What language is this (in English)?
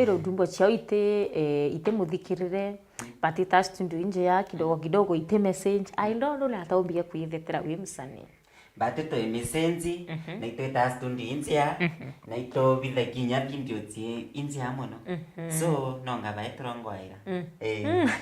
Meru